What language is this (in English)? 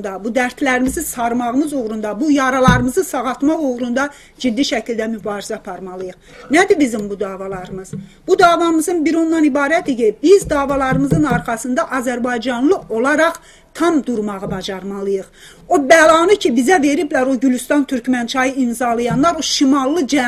South Azerbaijani